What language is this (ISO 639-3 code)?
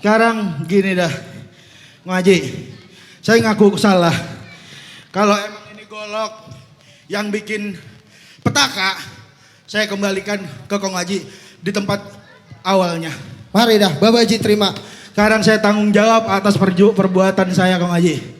bew